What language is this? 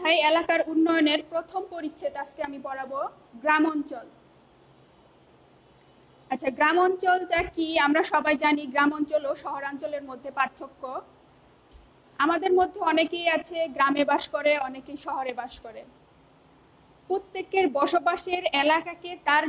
Bangla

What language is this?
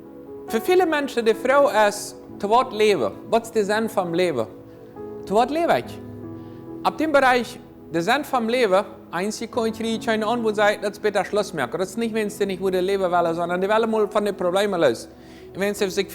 Plautdietsch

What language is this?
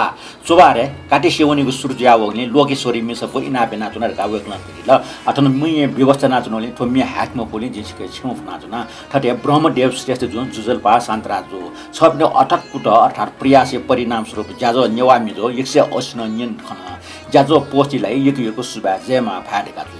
Newari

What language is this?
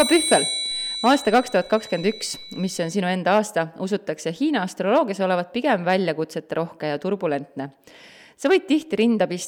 Estonian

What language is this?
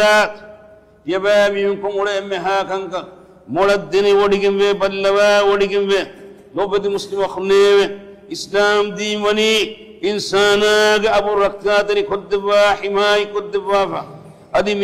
Divehi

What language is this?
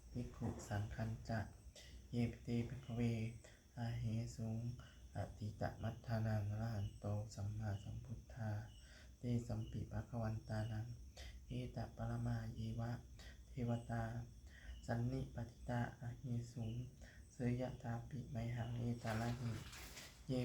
Pali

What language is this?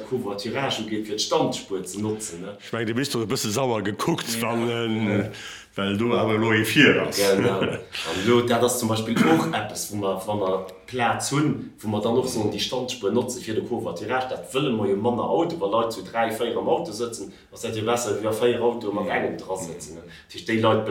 Luxembourgish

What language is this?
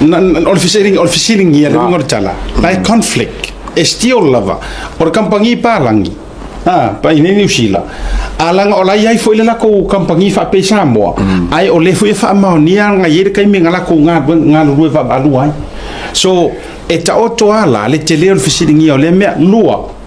Samoan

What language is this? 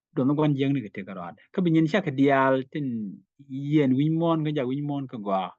Nuer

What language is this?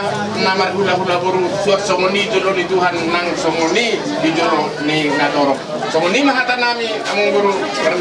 Batak Toba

